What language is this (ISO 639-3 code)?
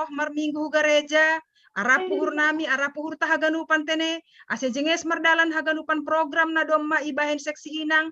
bts